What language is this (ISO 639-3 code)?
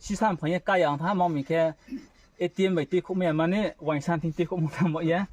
ria